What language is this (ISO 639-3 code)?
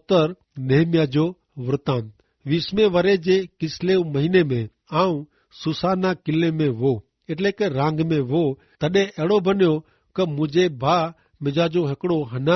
kfr